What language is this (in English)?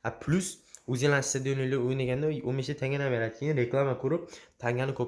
Uzbek